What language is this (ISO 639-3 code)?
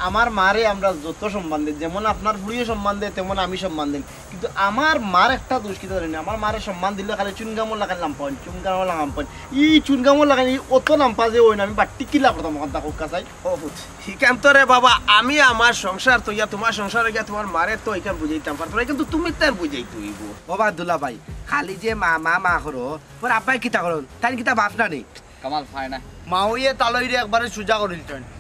syl